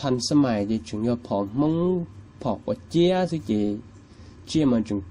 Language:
Hmong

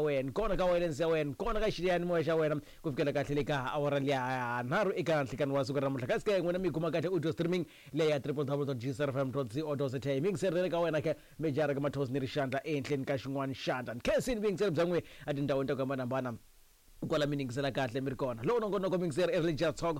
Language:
Tsonga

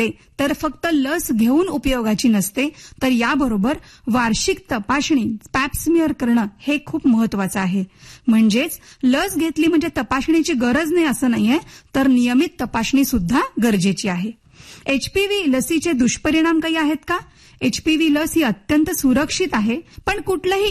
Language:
Marathi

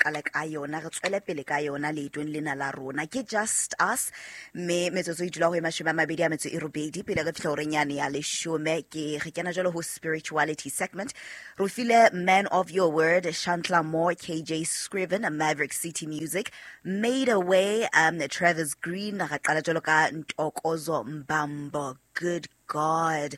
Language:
Southern Sotho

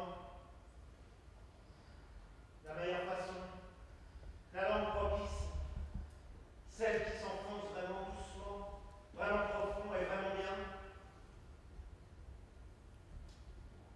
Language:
French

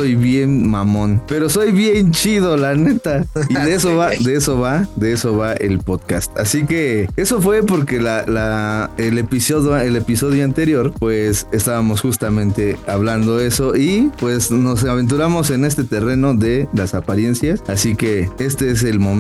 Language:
Spanish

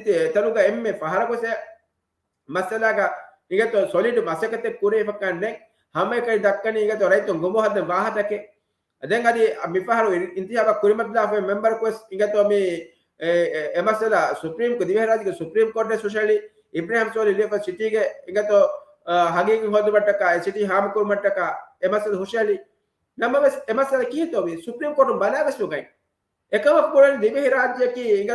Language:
Divehi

